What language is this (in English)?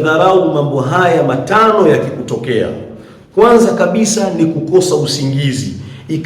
Swahili